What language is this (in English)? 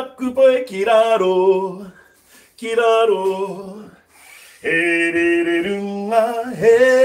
Māori